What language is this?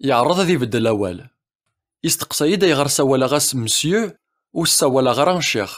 Kabyle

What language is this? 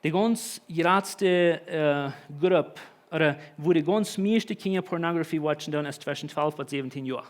Plautdietsch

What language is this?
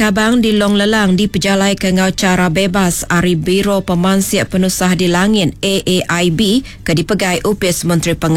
Iban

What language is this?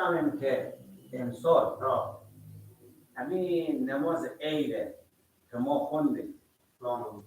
Persian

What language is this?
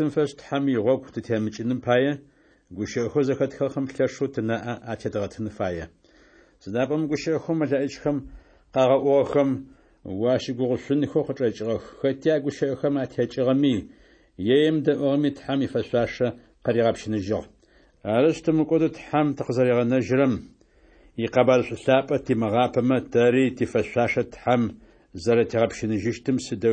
Adyghe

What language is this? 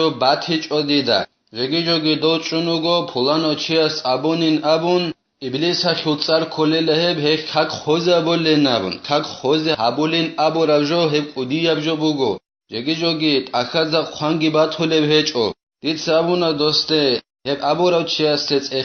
Avaric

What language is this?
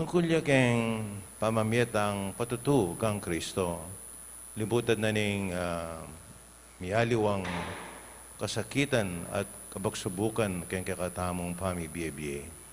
Pampanga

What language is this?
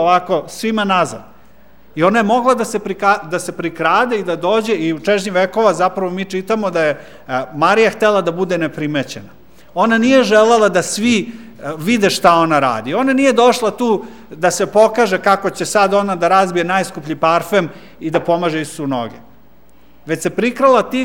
Serbian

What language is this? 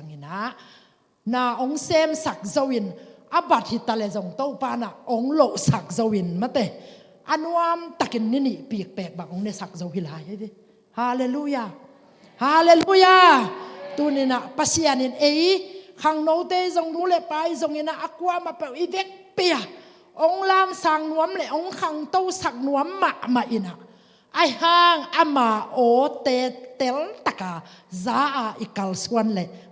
Tedim Chin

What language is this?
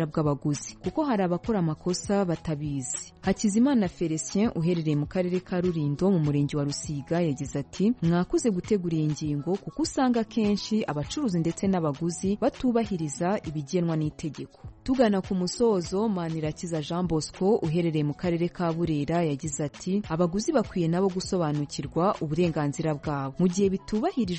Kinyarwanda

